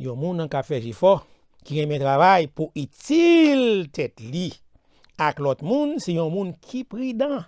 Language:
Haitian Creole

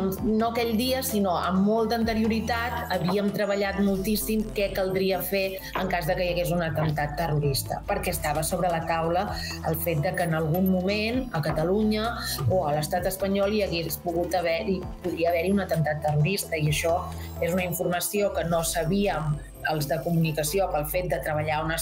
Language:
Catalan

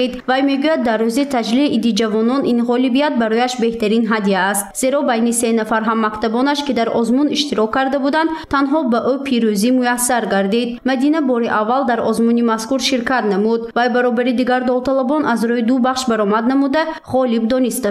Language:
Tajik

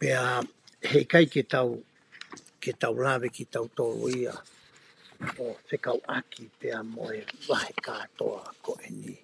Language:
Tongan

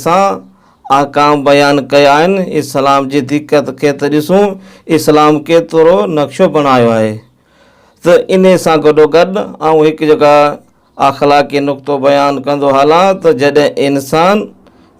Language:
Sindhi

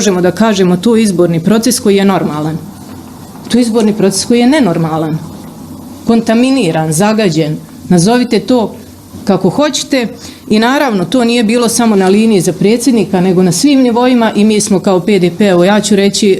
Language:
Bosnian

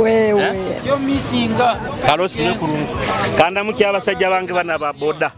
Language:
Nyoro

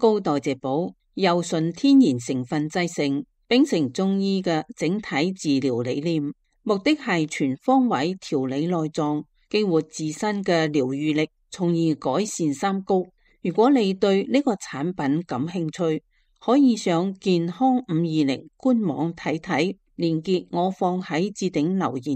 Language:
Cantonese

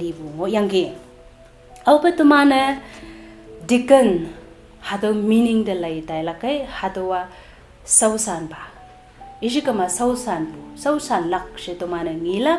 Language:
Konyak Naga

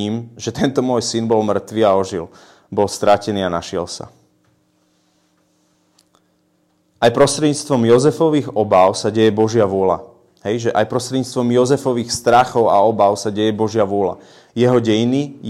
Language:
Slovak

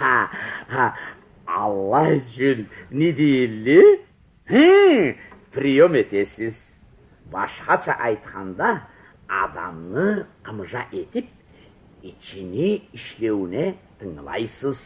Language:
Karachay-Balkar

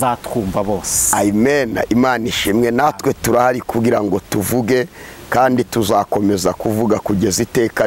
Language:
Kinyarwanda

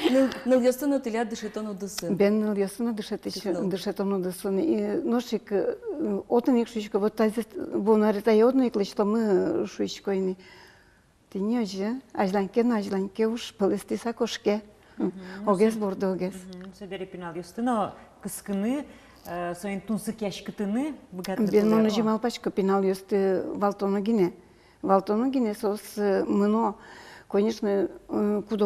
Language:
Udmurt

